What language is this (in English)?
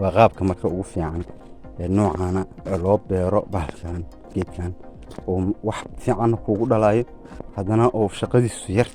Somali